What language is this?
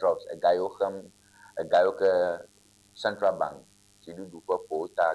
Ewe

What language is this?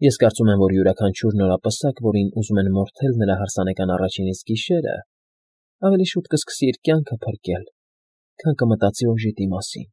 Armenian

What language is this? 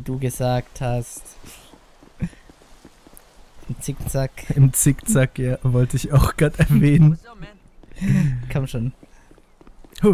German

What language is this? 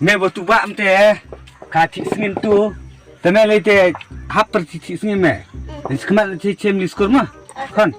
Khasi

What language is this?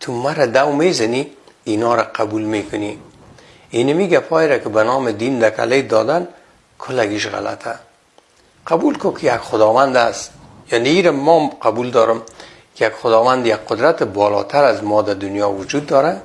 Persian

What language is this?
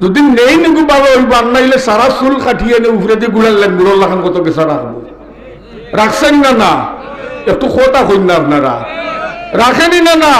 Sylheti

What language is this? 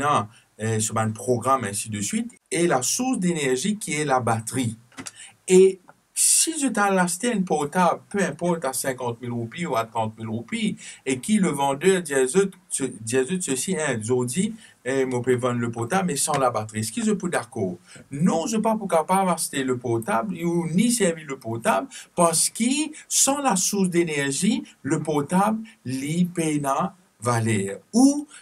Morisyen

